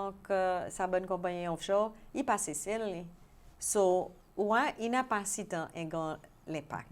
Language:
Seselwa Creole French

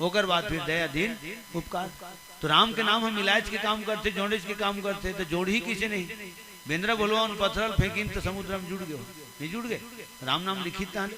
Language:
Chhattisgarhi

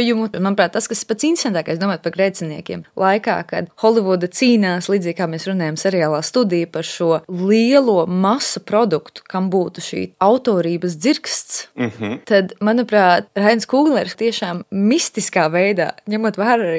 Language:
Latvian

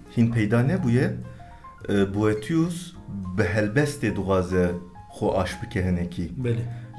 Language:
Kurdish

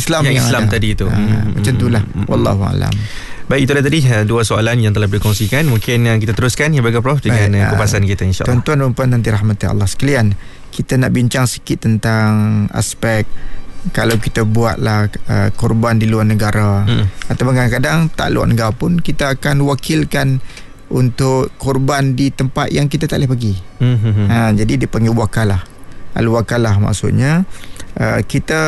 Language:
Malay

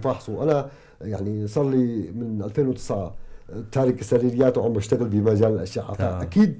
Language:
North Levantine Arabic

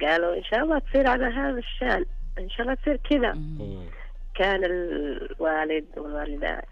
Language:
Najdi Arabic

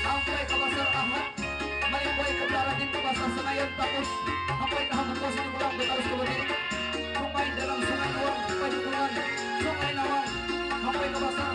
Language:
Banjar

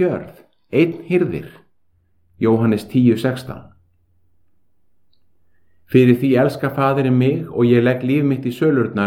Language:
Icelandic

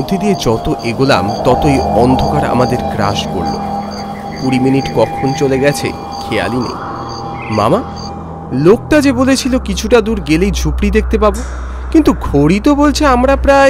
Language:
Bangla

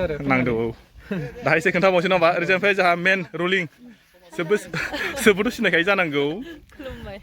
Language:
Bodo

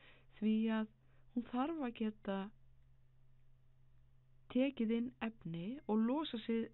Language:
Icelandic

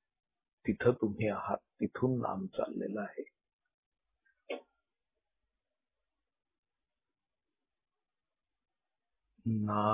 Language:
Marathi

